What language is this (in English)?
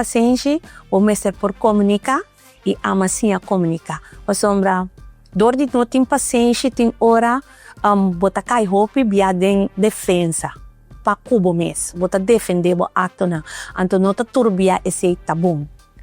Papiamento